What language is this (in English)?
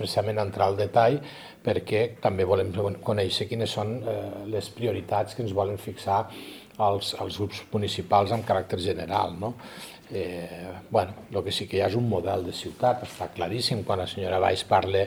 Catalan